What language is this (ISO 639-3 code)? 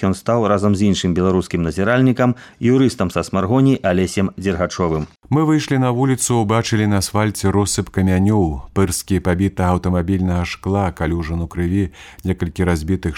bel